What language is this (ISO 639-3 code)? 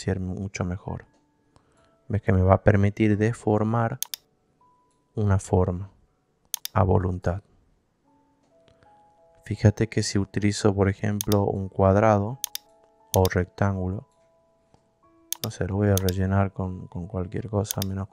spa